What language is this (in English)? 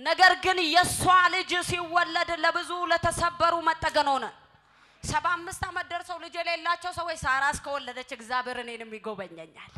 Amharic